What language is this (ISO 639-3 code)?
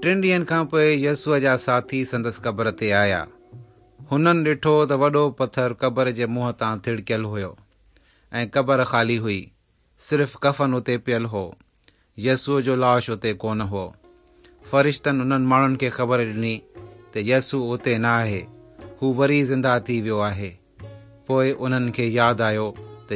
snd